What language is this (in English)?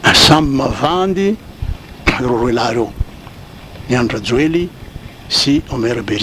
Malagasy